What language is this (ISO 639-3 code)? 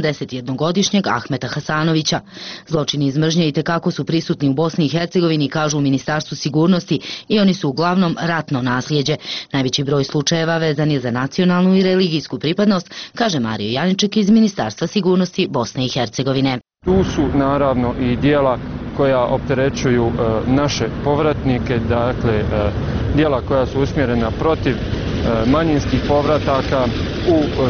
bos